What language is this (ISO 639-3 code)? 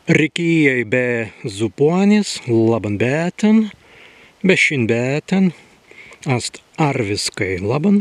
prg